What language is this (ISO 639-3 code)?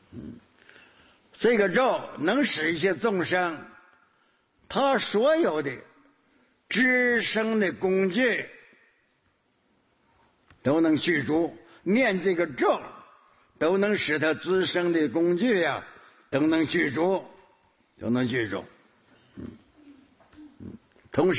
zho